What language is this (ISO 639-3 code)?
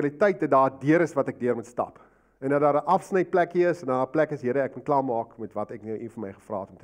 afr